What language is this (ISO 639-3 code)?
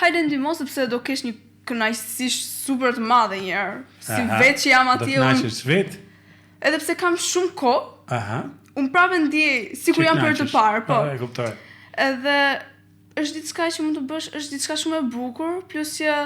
sqi